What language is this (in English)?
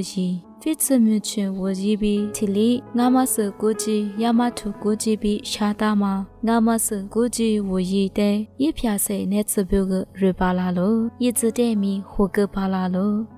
Lisu